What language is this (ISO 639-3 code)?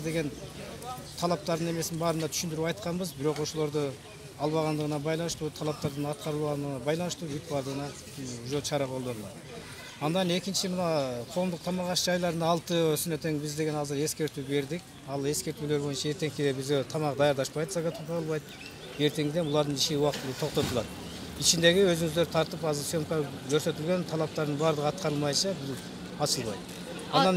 kir